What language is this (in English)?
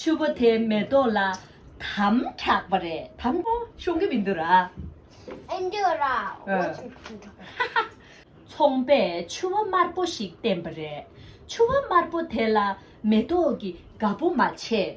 Tibetan